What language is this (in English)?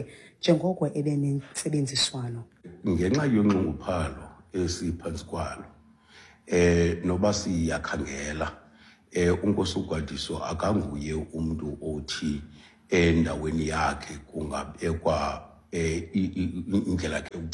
Xhosa